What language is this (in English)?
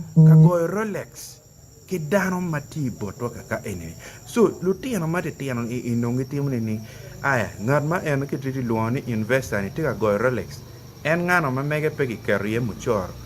Acoli